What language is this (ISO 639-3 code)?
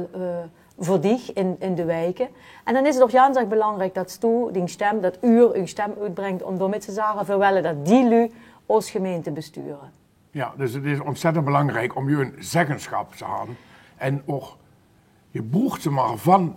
lim